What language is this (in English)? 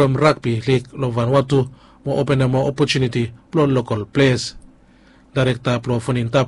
Bislama